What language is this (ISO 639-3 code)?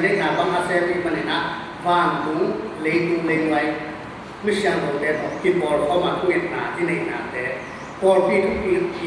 ctd